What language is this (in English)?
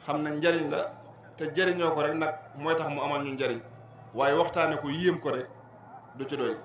Wolof